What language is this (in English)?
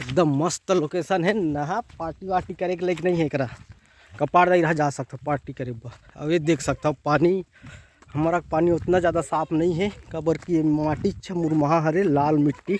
Chhattisgarhi